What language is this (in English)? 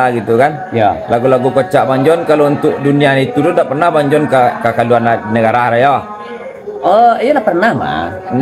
Minangkabau